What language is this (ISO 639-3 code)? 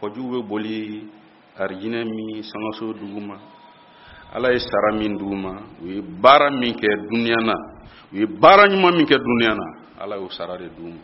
bam